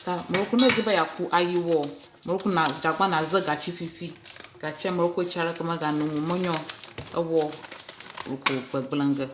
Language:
Ewe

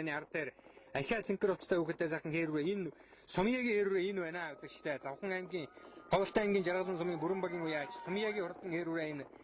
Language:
Mongolian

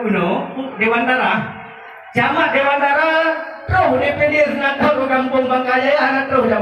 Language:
Achinese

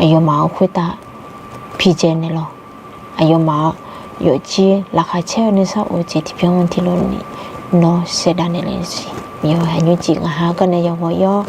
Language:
Akha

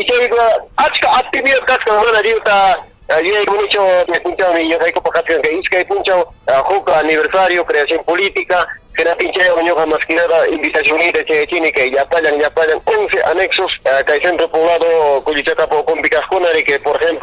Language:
Ayacucho Quechua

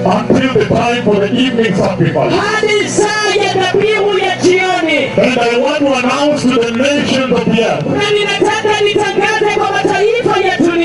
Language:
Swahili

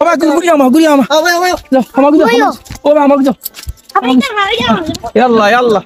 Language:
Sylheti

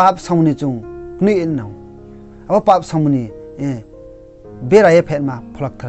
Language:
Riang (India)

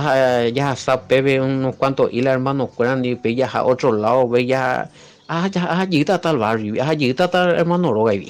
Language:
Guarani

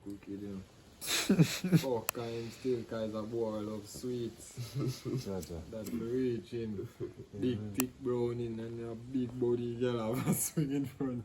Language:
Jamaican Creole English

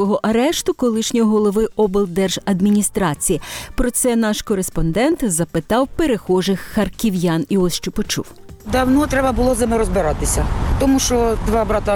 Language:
Ukrainian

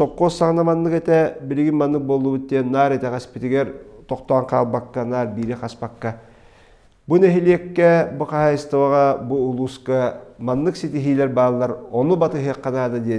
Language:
Yakut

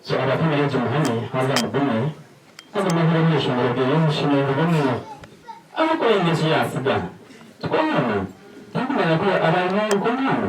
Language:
Nyankole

